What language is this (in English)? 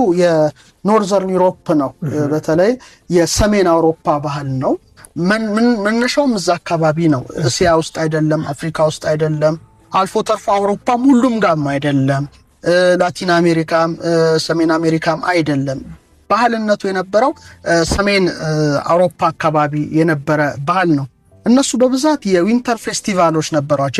Amharic